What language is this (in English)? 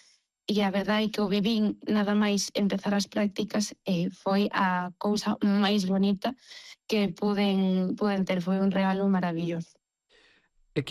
Galician